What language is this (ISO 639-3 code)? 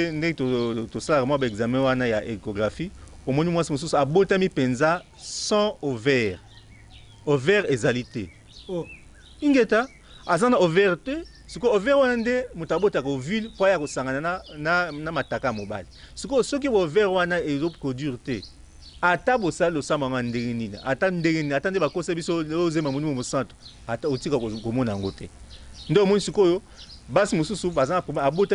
lin